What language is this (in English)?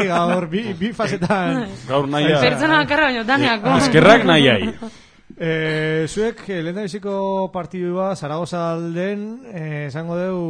Basque